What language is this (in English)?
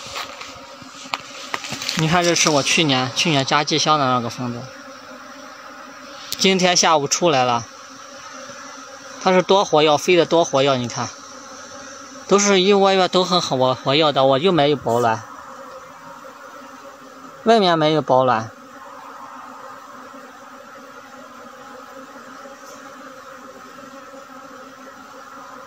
Chinese